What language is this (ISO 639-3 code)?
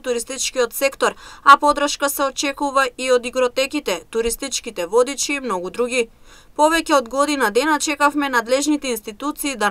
mkd